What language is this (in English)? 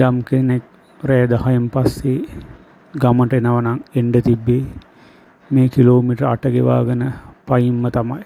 Sinhala